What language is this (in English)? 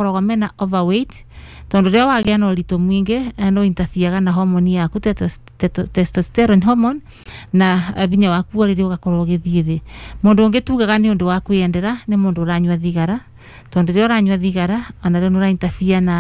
Kikuyu